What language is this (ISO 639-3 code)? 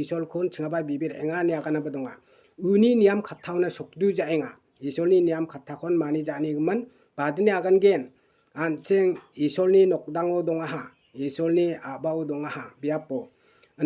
grt